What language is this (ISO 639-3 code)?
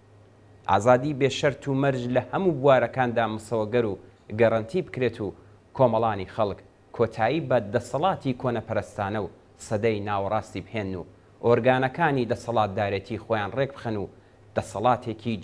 ckb